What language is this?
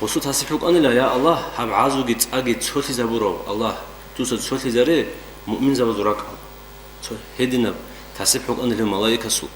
Avaric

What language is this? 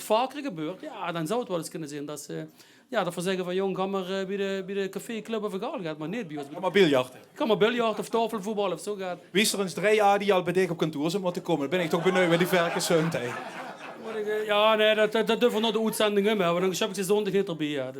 Limburgish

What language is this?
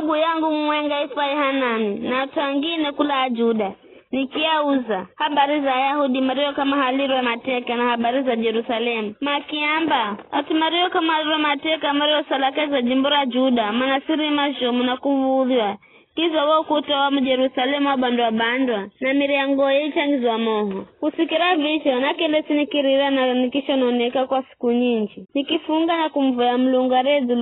Giryama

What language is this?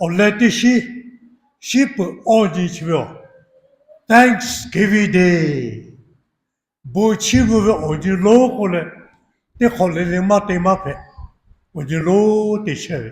Lahu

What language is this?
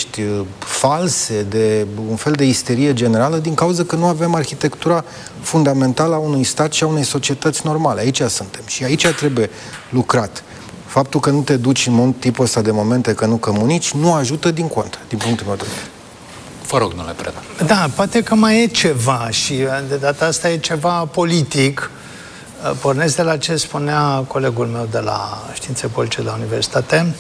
Romanian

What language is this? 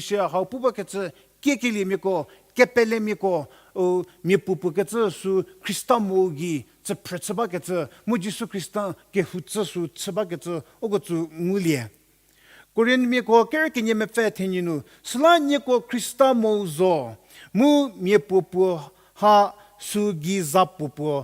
Angami Naga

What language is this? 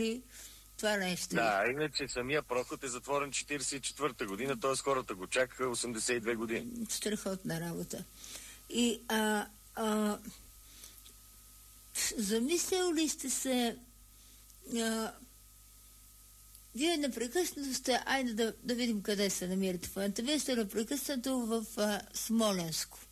Bulgarian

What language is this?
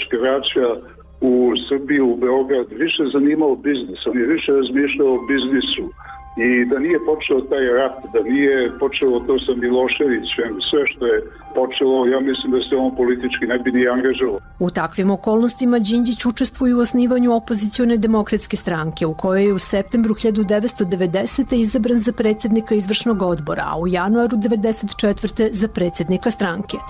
Serbian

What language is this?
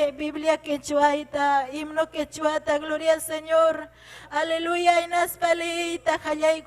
Ayacucho Quechua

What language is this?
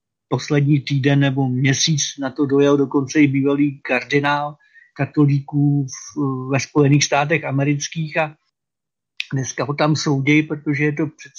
Czech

